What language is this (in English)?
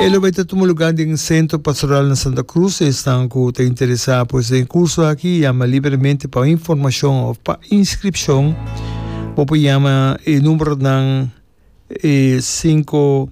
Papiamento